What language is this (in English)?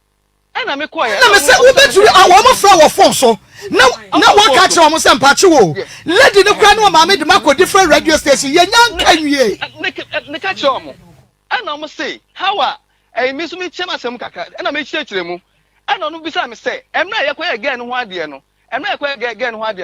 Akan